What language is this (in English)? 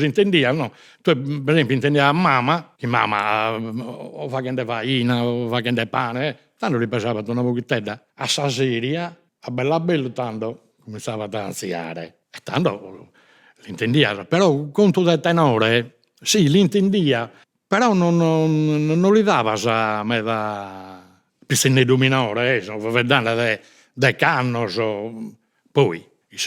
Sardinian